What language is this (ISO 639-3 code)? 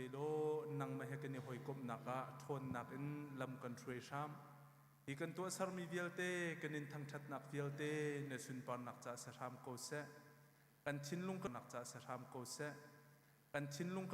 cnh